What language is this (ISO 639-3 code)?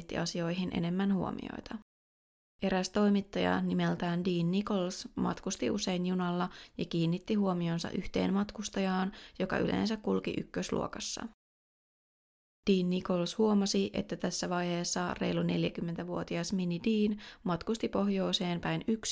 fin